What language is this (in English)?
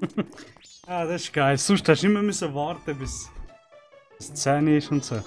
Swiss German